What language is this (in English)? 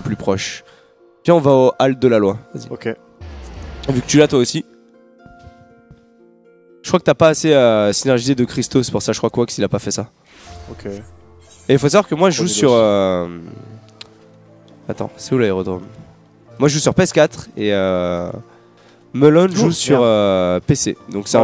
French